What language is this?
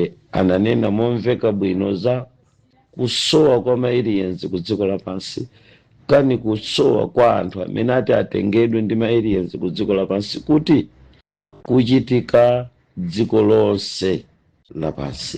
Nyanja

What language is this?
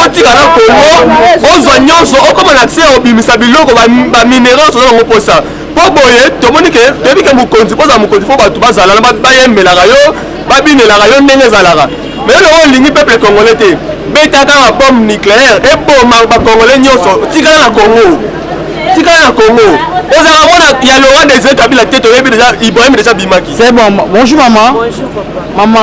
Lingala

